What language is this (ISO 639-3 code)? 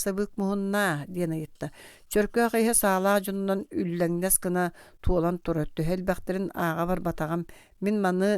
sah